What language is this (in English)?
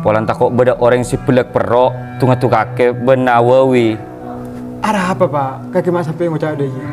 Madurese